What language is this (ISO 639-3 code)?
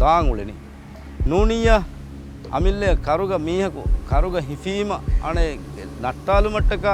div